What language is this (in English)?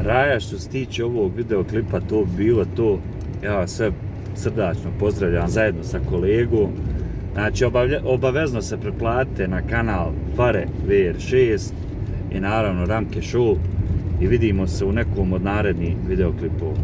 Bosnian